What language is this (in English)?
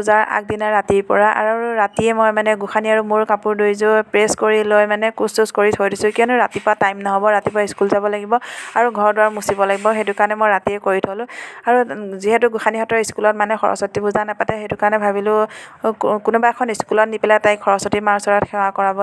Assamese